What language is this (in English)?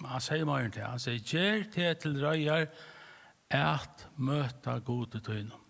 Faroese